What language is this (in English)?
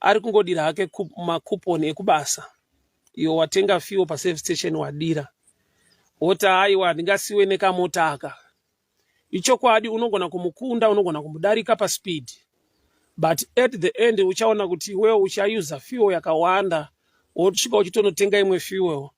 Shona